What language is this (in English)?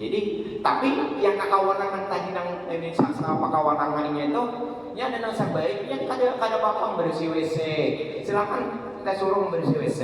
Banjar